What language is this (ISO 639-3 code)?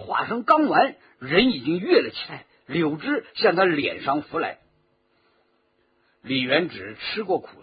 zho